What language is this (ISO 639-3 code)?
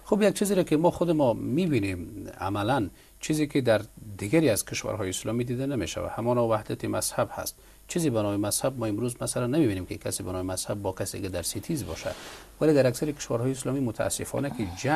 fas